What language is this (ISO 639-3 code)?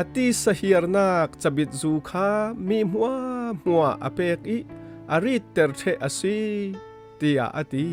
cfm